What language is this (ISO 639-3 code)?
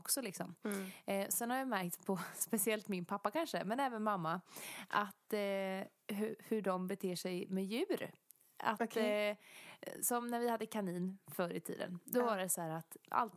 swe